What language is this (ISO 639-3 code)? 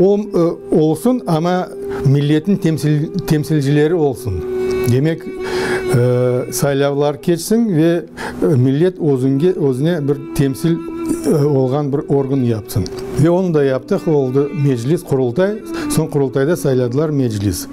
crh